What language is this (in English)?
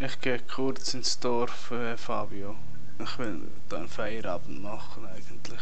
Swiss German